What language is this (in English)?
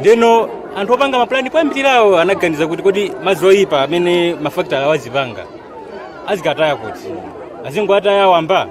Nyanja